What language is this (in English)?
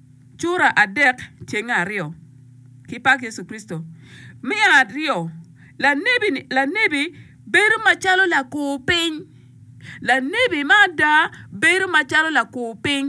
Acoli